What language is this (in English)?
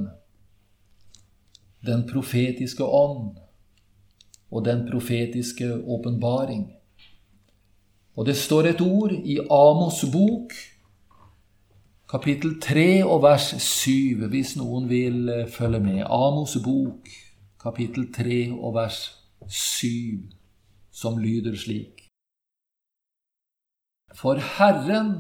Norwegian